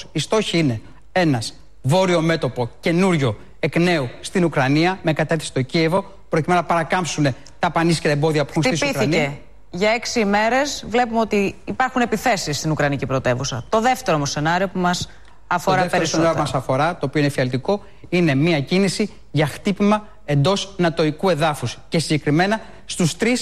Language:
Greek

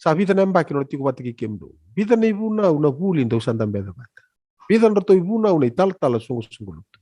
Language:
Fijian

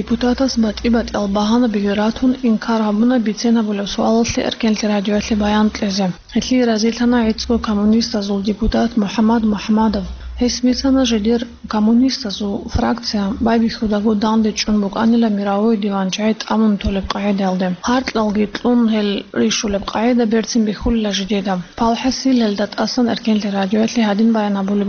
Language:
Avaric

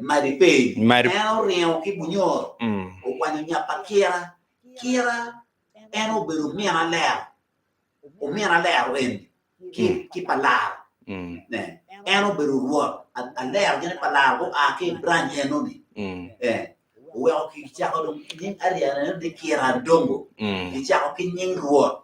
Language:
Acoli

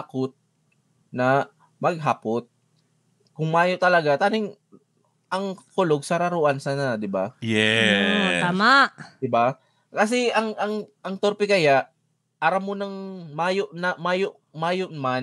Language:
Bikol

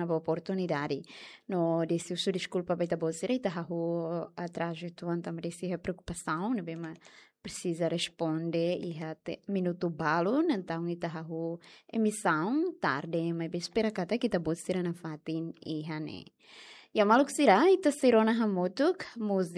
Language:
Tetum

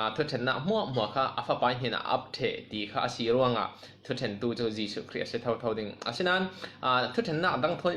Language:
Falam Chin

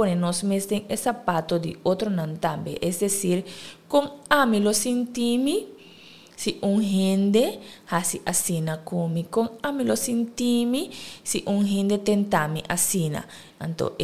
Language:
Papiamento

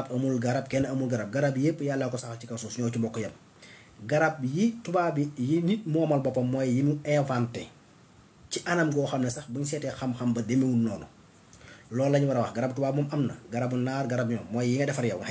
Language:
Wolof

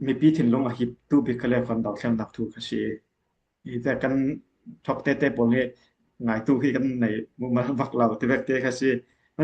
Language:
Falam Chin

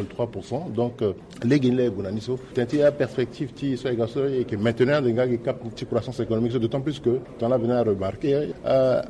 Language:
Sango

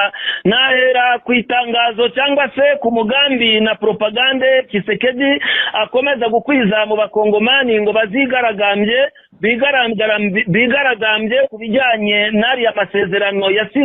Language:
Kinyarwanda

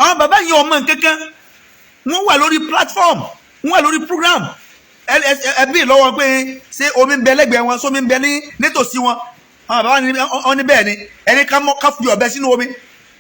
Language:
Yoruba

